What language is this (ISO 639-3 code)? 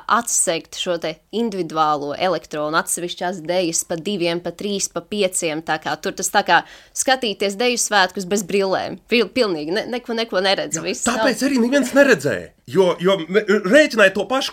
lav